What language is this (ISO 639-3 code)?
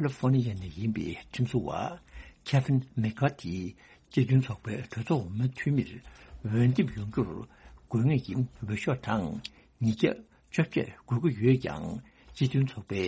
bod